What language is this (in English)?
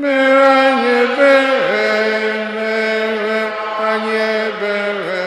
Igbo